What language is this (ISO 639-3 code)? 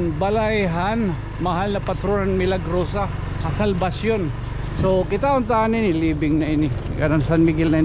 war